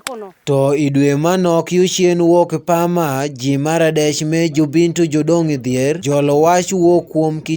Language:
Acoli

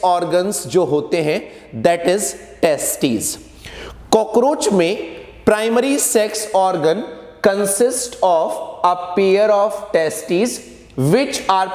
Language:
Hindi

